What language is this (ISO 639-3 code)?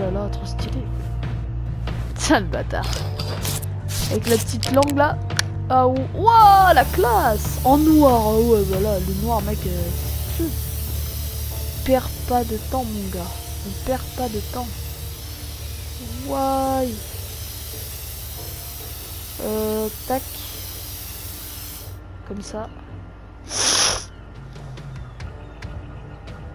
fra